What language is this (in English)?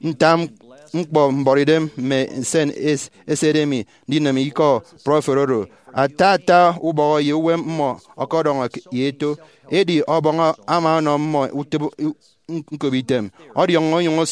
Efik